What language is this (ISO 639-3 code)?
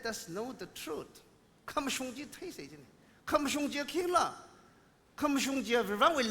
nmf